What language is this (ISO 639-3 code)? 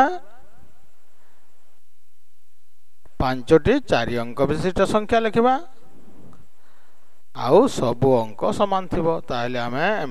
ori